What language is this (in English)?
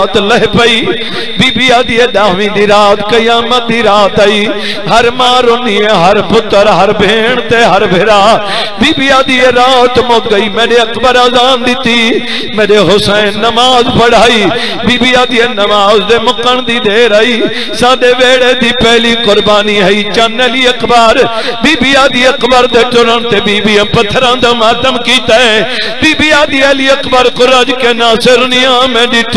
Saraiki